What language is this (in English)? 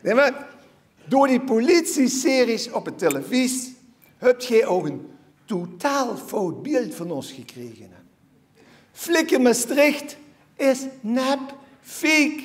Limburgish